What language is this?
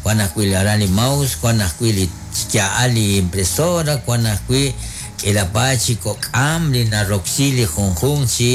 Kekchí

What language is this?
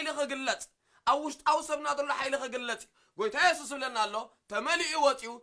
Tigrinya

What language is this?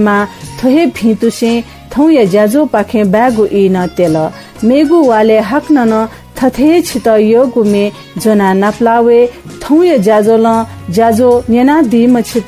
Newari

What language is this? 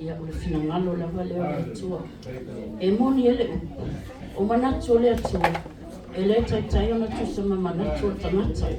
Samoan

